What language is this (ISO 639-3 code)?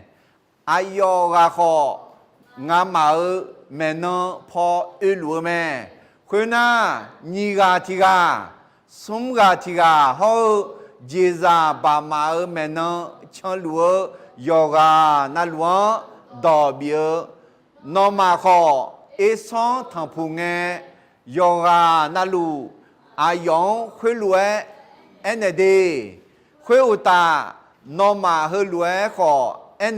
ahk